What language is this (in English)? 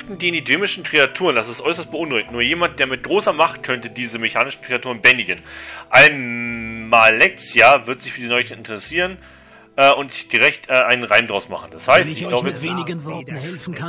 German